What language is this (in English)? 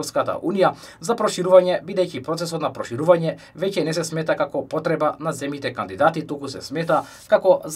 Macedonian